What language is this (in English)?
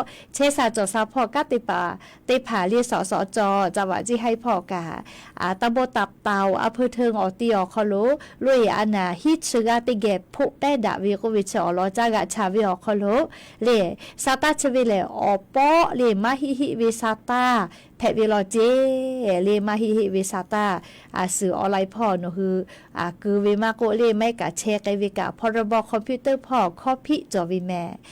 Lahu